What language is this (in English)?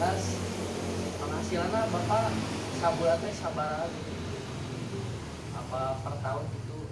Sundanese